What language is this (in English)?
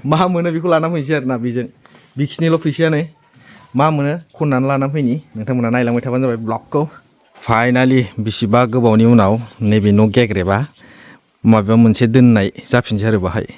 Bodo